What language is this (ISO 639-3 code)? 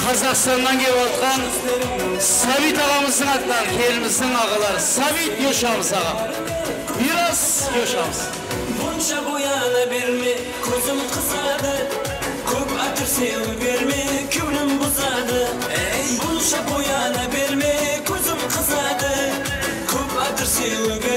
kaa